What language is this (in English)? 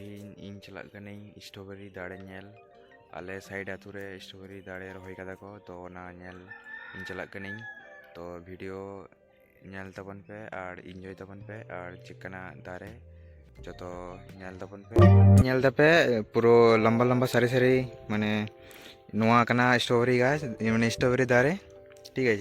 Santali